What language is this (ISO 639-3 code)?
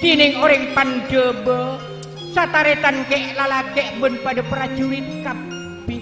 mad